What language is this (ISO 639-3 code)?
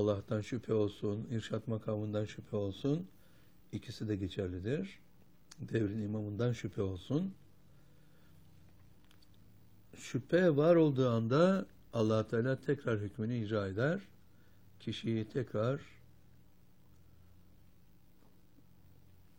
tur